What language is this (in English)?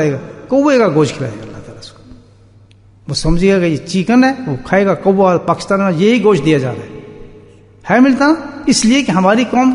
Urdu